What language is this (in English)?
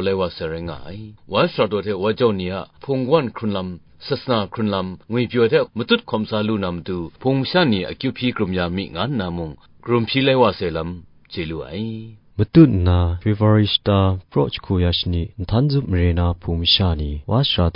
Kachin